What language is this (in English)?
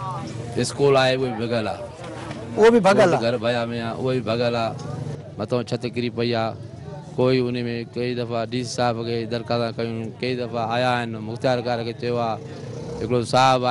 Sindhi